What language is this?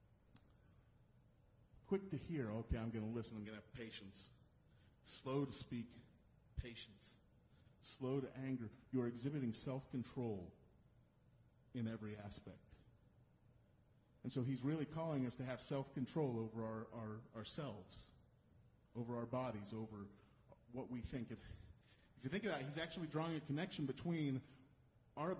English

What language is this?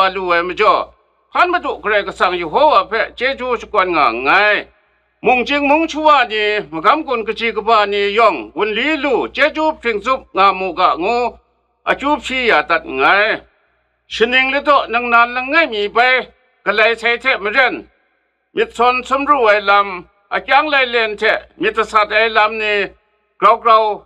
Kachin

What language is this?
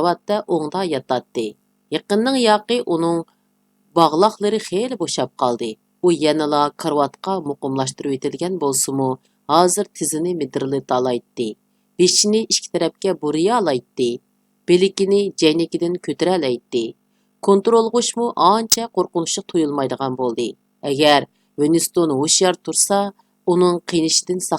Uyghur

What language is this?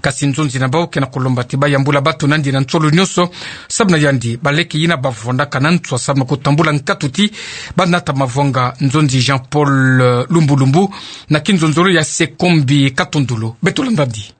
Kituba (Democratic Republic of Congo)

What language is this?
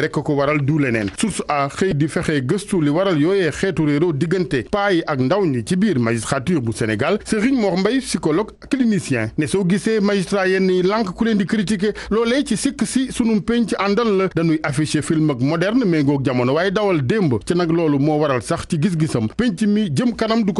Wolof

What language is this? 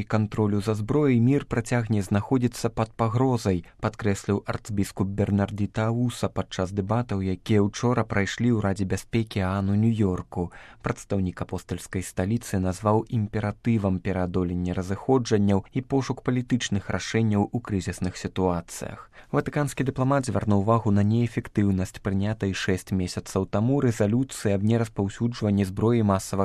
Belarusian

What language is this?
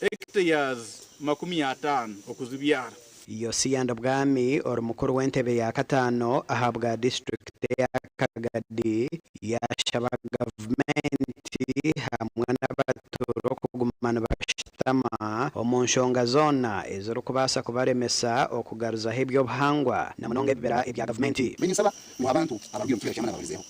Nyankole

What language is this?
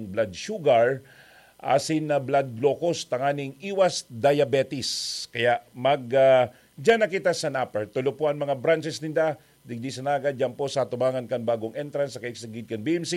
Bikol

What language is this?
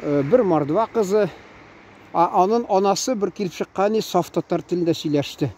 Tatar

